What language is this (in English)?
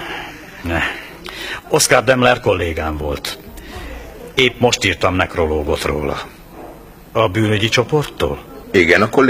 Hungarian